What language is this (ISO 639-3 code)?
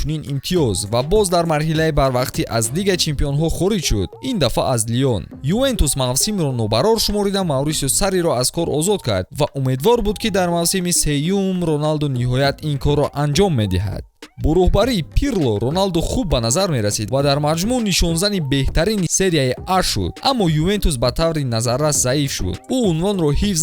tgk